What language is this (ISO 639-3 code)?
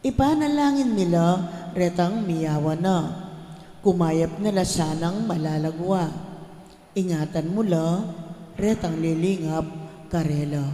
pam